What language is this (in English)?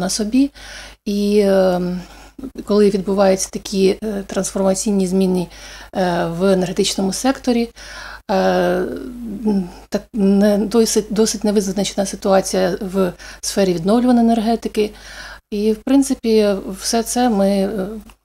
Ukrainian